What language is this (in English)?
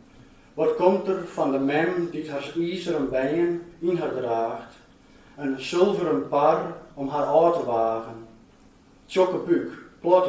Western Frisian